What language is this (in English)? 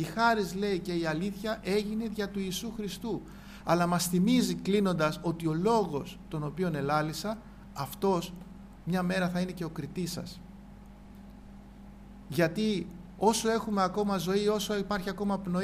Greek